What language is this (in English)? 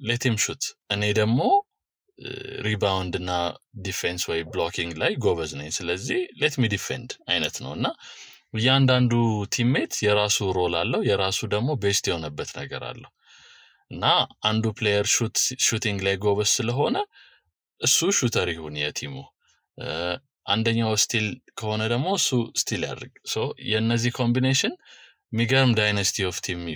Amharic